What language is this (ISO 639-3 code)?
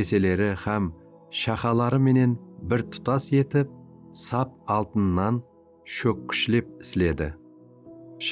kaa